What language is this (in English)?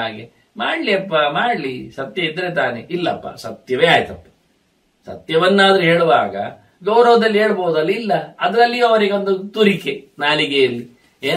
Kannada